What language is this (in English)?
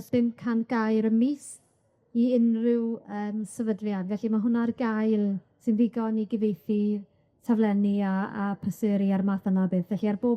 Welsh